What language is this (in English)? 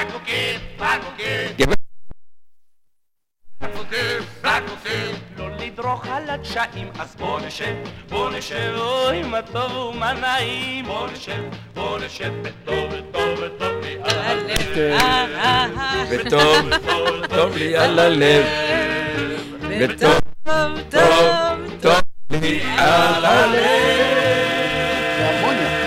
Hebrew